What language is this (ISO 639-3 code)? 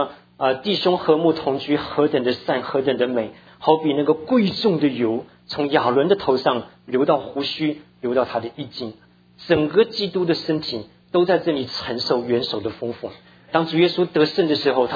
zho